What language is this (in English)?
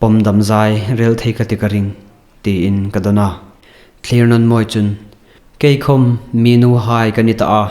Hmar